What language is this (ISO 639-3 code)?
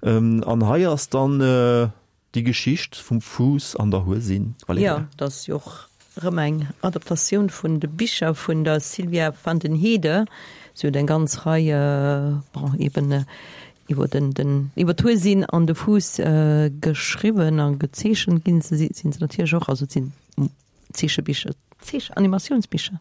ltz